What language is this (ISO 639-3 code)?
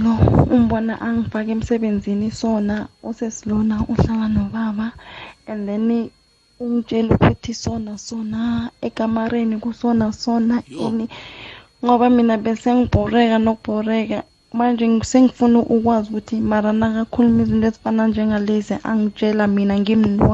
nbl